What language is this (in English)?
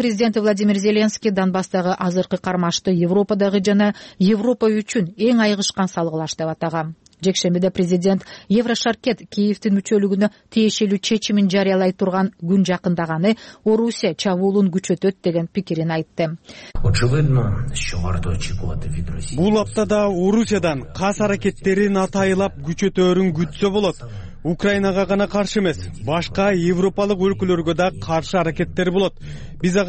Kyrgyz